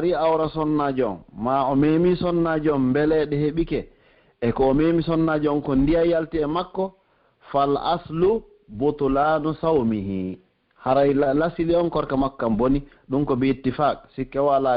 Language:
Pular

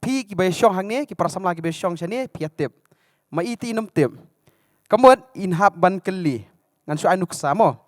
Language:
Khasi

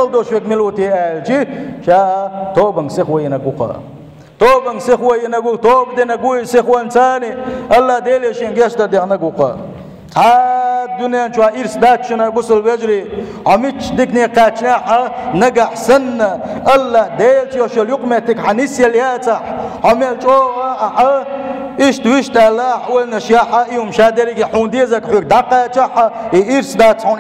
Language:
Chechen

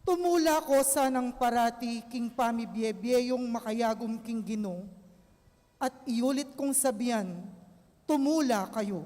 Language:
Pampanga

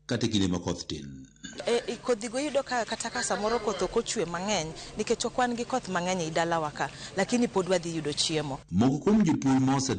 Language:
Luo (Kenya and Tanzania)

